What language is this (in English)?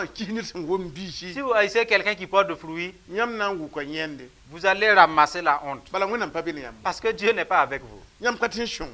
Mossi